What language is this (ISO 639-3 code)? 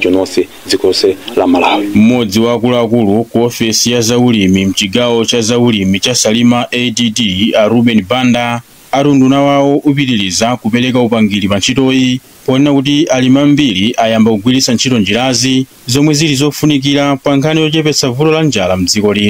nya